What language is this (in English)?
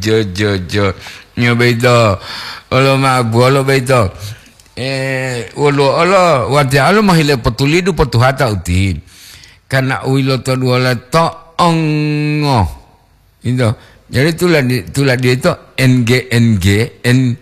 Gorontalo